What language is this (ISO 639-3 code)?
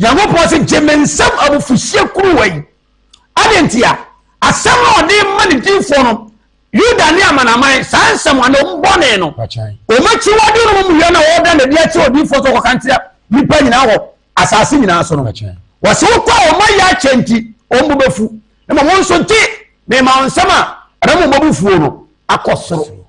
aka